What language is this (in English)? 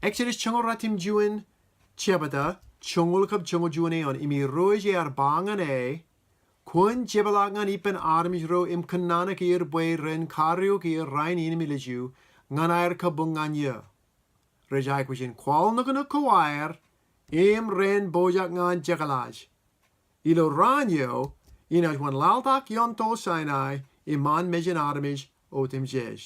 Marshallese